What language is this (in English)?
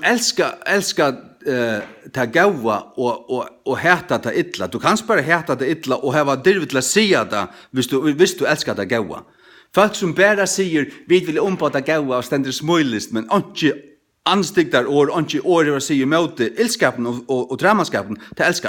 Faroese